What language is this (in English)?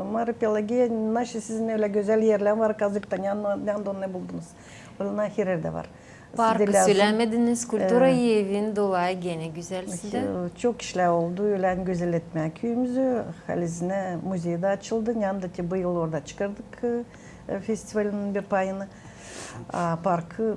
Gagauz